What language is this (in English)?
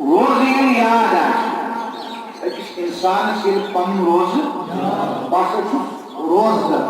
Kashmiri